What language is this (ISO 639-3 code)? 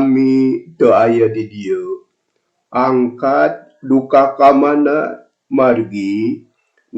sun